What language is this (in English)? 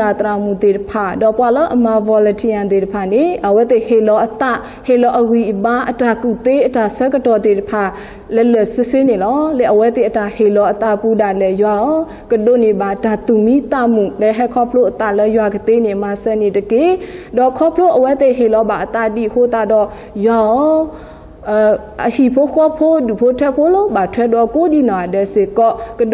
S'gaw Karen